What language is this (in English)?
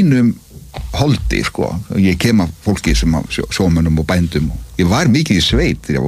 Icelandic